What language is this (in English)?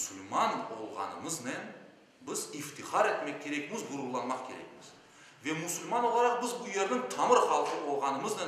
Crimean Tatar